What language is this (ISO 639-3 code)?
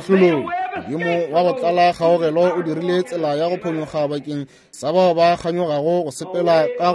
nso